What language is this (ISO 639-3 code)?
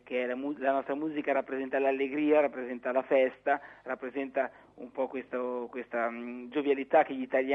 ita